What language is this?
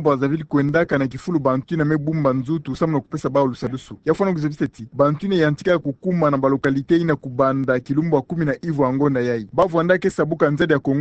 Kituba (Democratic Republic of Congo)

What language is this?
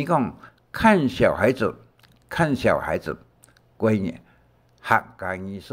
Hakka Chinese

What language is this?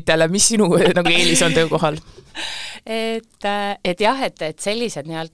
Estonian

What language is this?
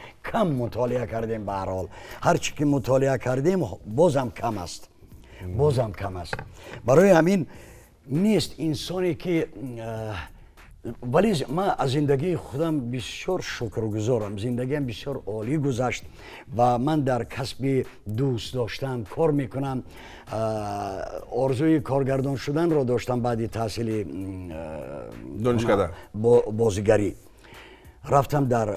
Tajik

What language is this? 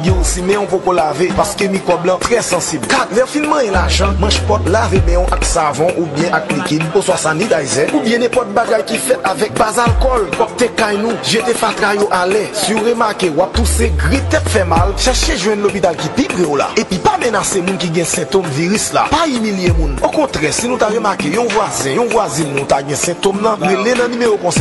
Haitian Creole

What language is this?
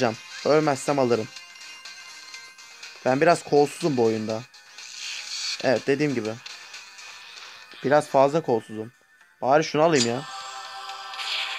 Turkish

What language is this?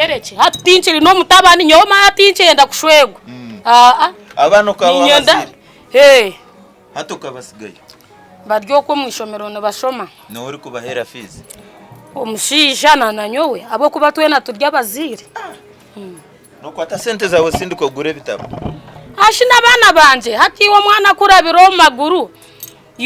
Nyankole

